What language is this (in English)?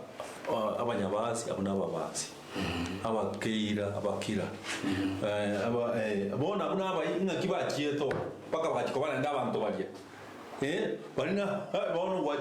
Gusii